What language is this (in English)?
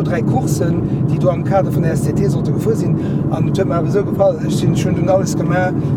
Luxembourgish